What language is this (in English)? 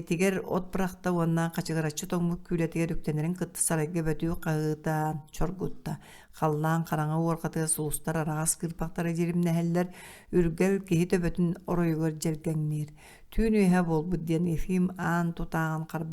Yakut